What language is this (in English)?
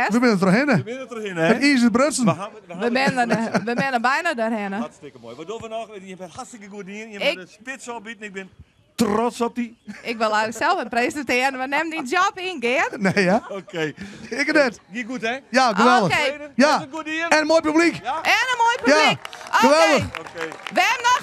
Western Frisian